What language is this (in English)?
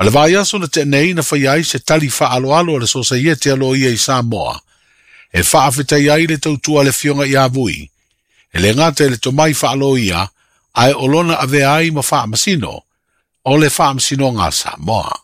Samoan